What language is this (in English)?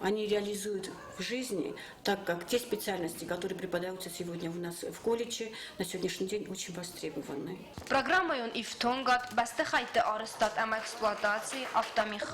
Ossetic